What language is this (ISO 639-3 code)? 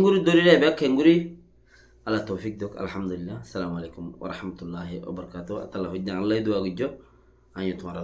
rhg